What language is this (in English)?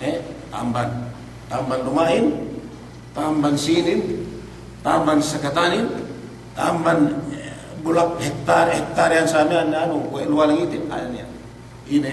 Yakan